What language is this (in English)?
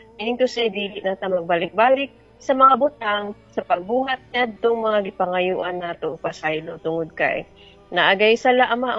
Cebuano